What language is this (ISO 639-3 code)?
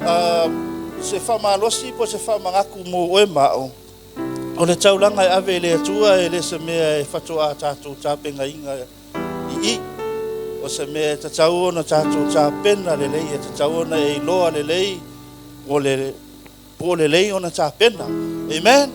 smo